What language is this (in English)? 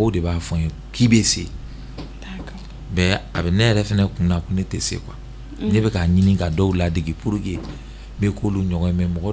Bambara